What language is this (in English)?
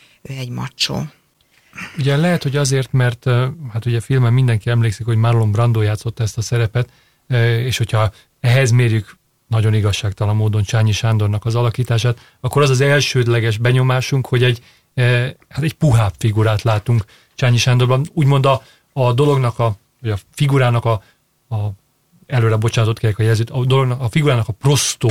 Hungarian